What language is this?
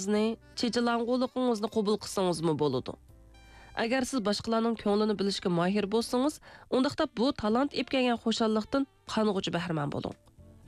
Uyghur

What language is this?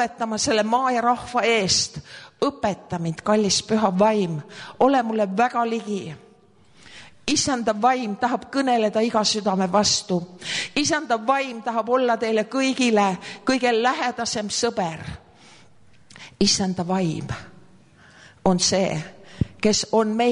Estonian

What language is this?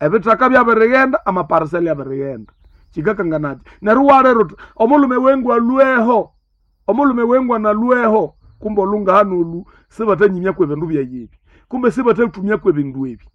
Nande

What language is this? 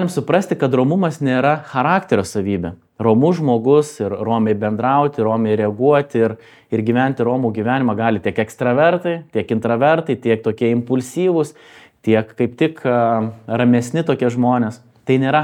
Lithuanian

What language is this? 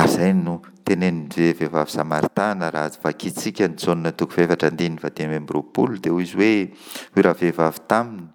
Malagasy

